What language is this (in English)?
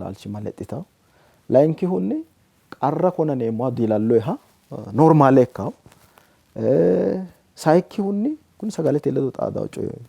Sidamo